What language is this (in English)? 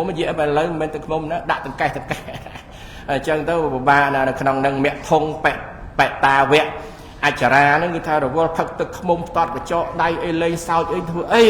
Khmer